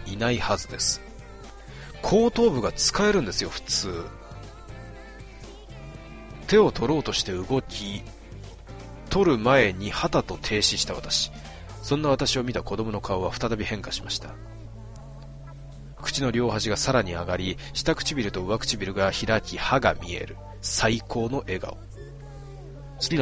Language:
Japanese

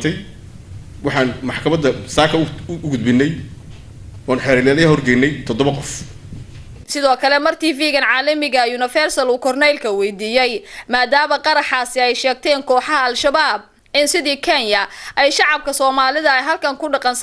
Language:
Somali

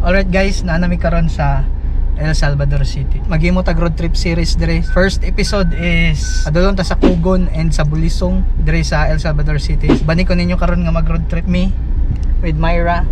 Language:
Cebuano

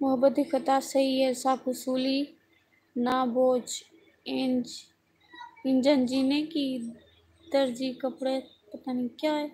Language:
Saraiki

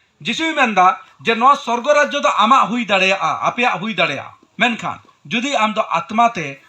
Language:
Santali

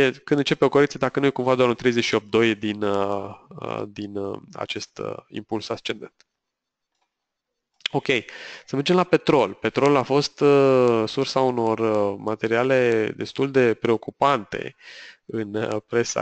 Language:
Romanian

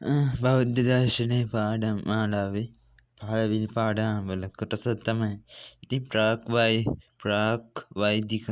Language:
Sinhala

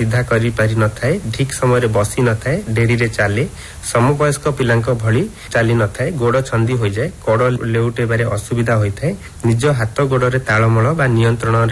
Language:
Odia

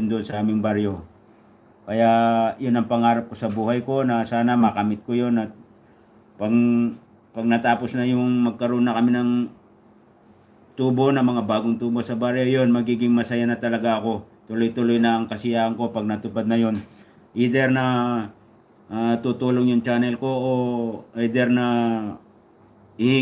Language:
Filipino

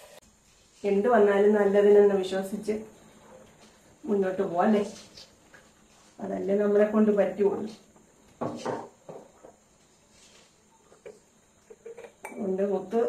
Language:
Malayalam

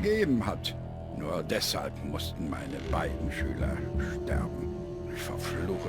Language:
Bavarian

